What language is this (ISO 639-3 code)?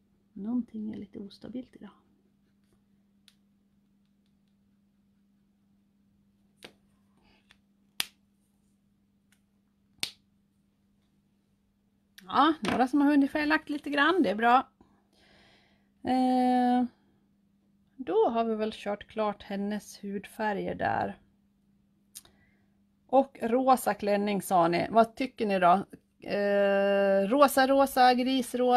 swe